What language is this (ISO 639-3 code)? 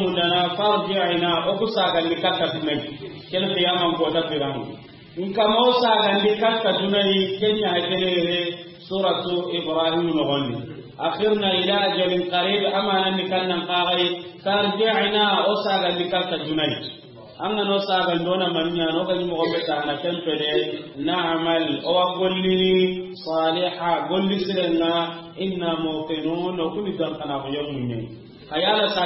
snk